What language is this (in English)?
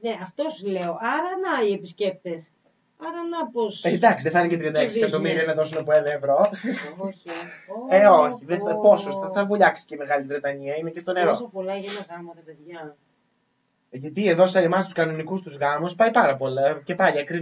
Greek